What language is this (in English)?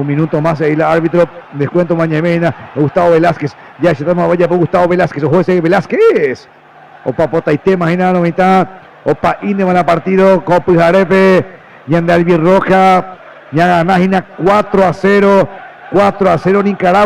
Guarani